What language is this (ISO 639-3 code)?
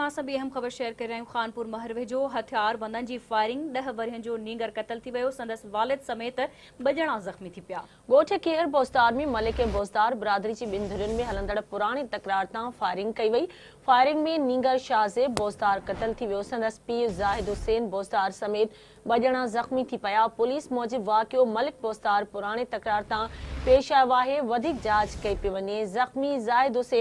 snd